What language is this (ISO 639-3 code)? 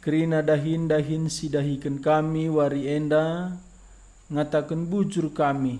btx